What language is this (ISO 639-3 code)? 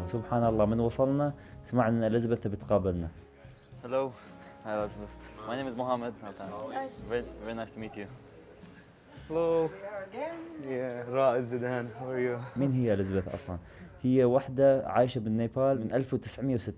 eng